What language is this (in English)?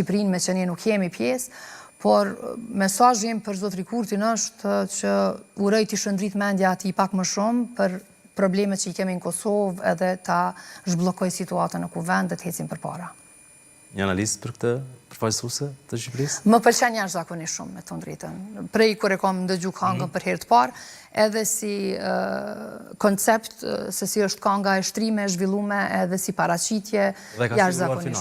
Albanian